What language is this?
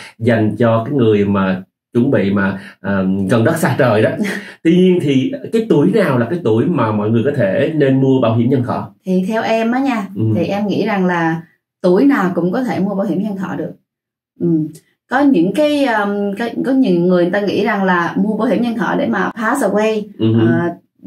Vietnamese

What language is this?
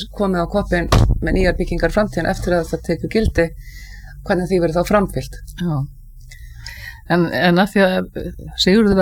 Icelandic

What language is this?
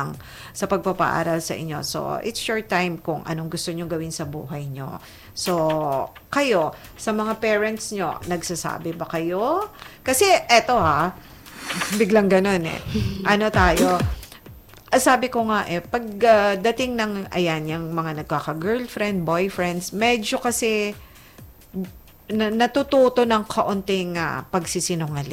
Filipino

